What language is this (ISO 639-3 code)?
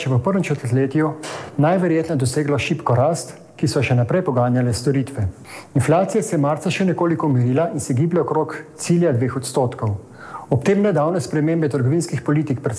slv